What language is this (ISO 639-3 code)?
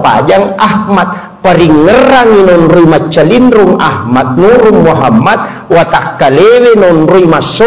bug